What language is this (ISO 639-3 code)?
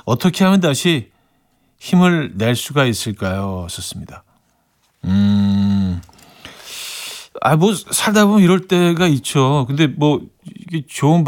kor